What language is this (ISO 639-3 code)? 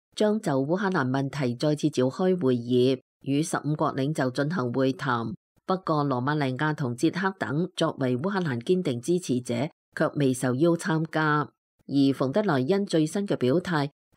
yue